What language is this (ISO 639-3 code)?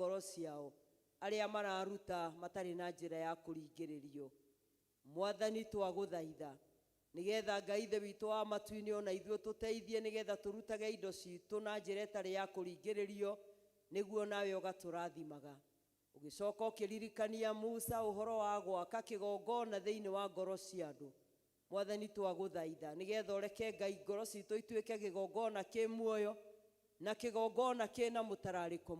kik